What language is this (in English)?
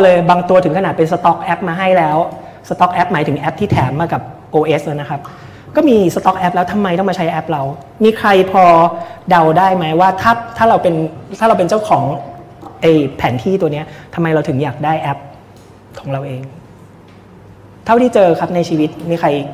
Thai